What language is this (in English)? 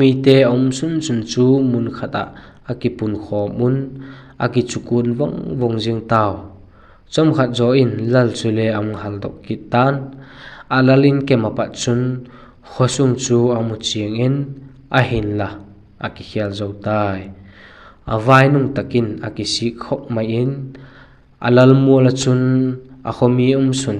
Vaiphei